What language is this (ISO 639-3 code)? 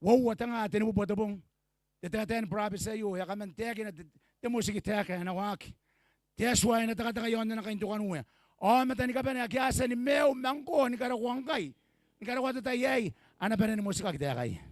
gil